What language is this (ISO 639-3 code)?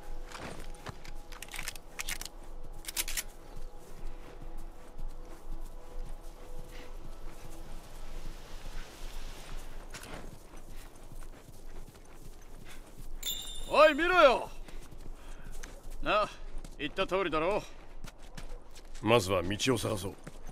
jpn